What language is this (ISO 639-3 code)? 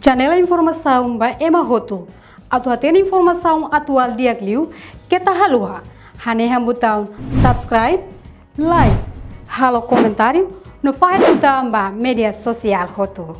tet